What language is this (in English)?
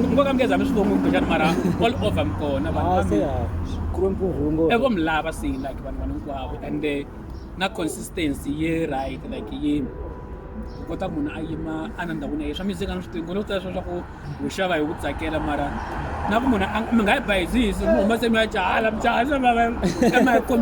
Tsonga